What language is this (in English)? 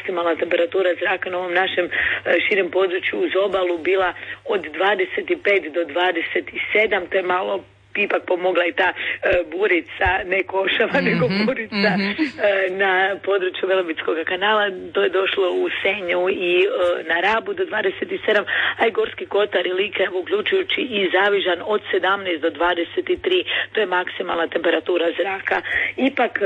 Croatian